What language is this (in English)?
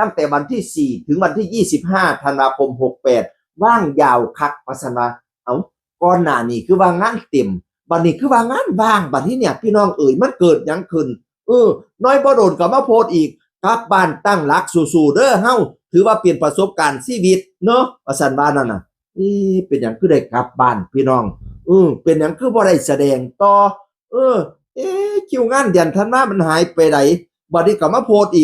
Northeastern Thai